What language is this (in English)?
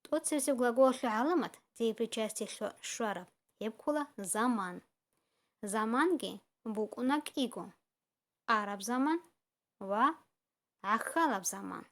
Avaric